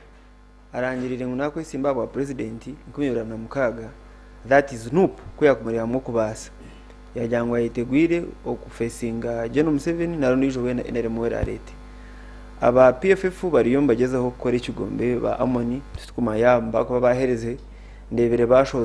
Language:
Nyankole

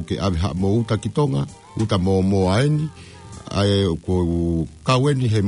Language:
Tongan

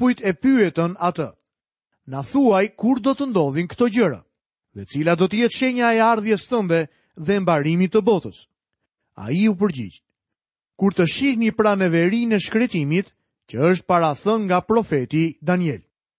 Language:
Albanian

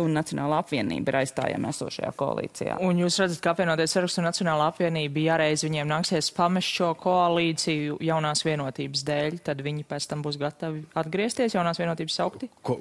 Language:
Latvian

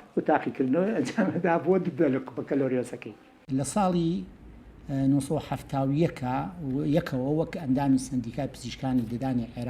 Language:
Central Kurdish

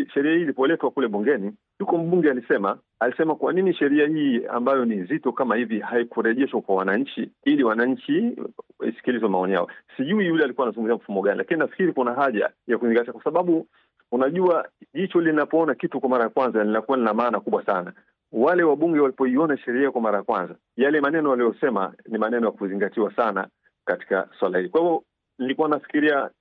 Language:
Swahili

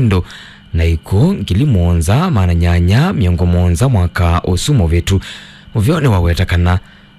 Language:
Kamba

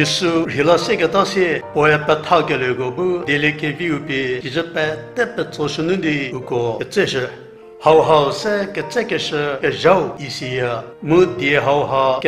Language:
Angami Naga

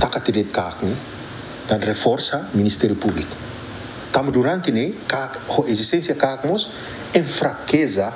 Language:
Tetum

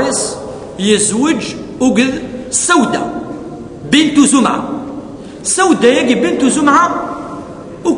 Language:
Kabyle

